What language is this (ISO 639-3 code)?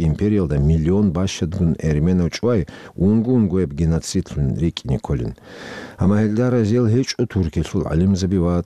ava